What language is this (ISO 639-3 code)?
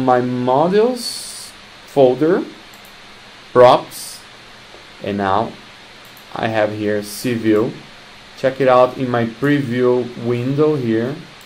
eng